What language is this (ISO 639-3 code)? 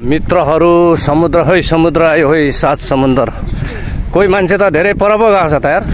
nep